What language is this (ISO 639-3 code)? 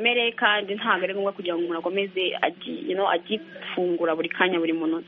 kin